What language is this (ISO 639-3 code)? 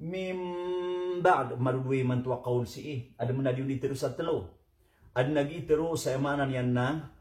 mrw